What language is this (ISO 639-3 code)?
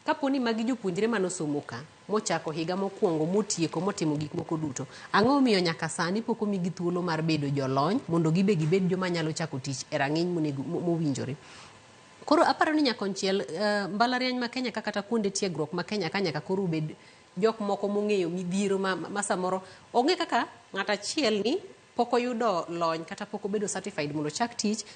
luo